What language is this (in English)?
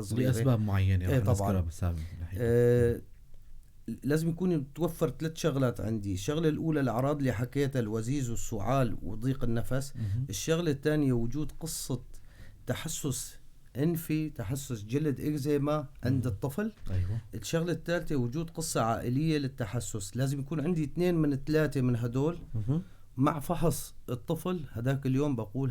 North Levantine Arabic